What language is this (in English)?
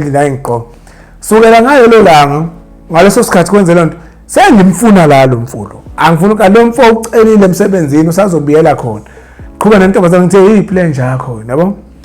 Zulu